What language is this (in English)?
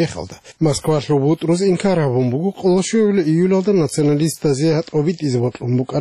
Avaric